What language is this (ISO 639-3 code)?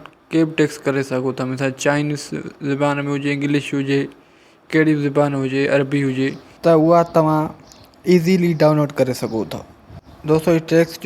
snd